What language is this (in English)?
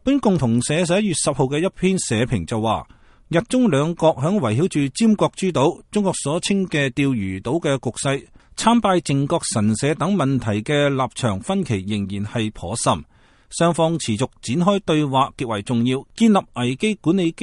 Cantonese